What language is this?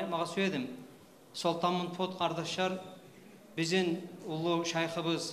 Kumyk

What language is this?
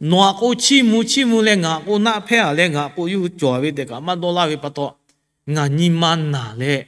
Lahu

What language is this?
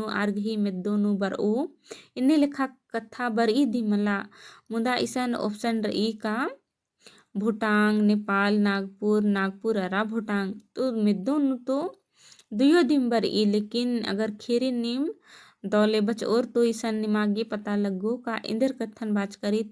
Kurukh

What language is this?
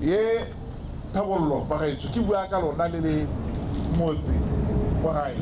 Tswana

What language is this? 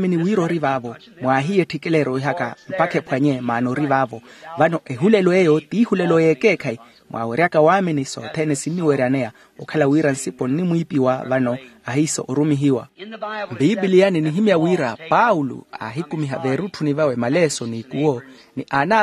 Makhuwa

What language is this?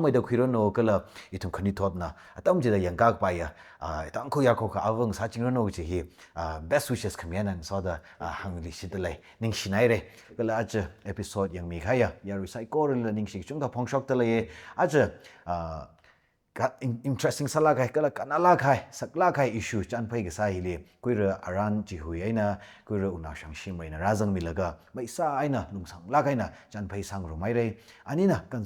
Tangkhul Naga (India)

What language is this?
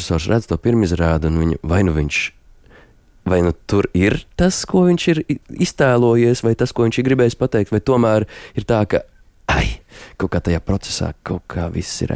Latvian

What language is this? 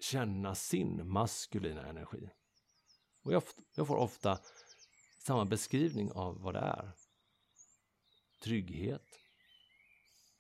Swedish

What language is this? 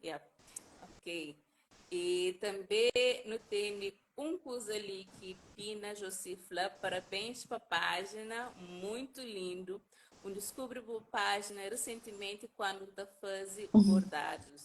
Kabuverdianu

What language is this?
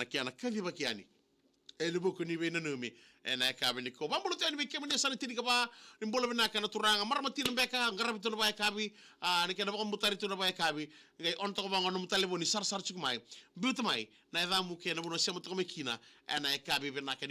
Fijian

